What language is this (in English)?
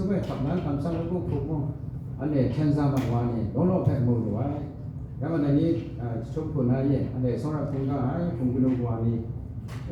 Kachin